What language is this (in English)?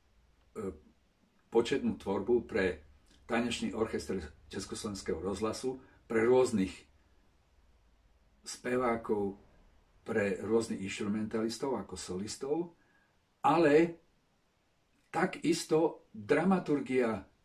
Slovak